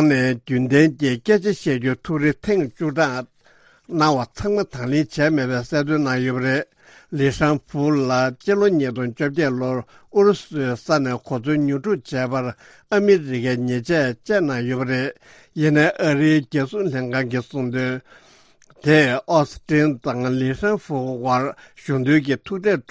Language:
Tibetan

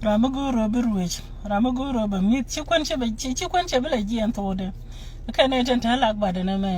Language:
Nuer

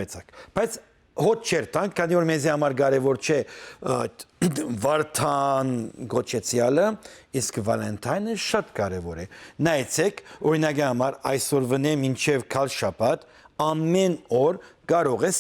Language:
Western Armenian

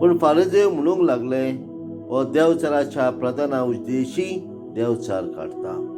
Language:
Konkani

